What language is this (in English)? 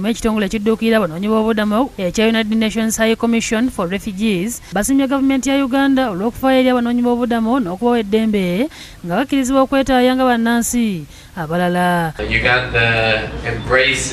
Ganda